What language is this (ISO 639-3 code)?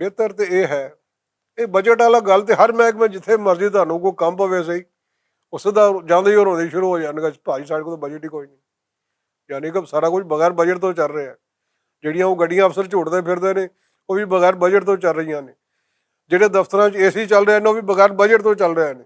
lah